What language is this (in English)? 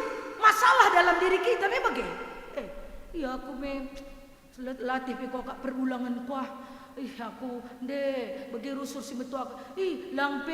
Batak Karo